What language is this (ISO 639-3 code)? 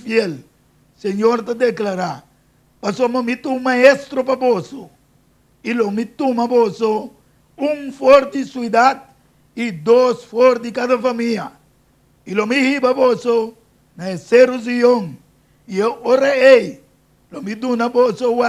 pap